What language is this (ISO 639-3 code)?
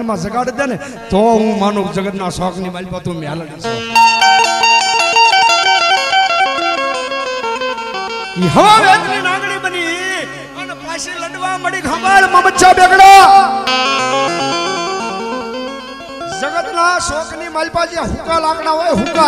guj